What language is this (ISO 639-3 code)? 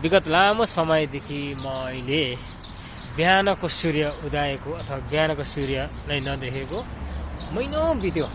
nep